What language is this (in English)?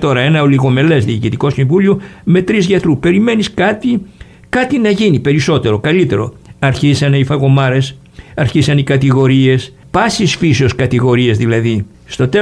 Greek